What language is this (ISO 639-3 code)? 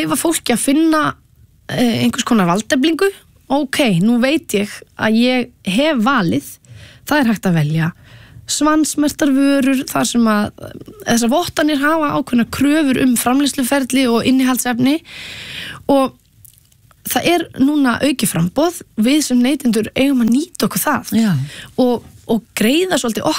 isl